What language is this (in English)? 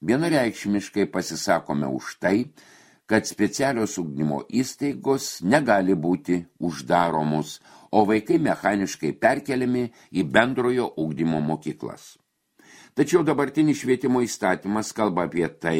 Lithuanian